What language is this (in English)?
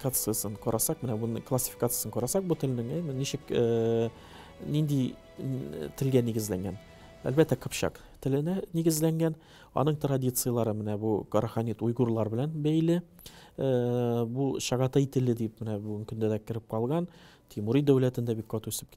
Tatar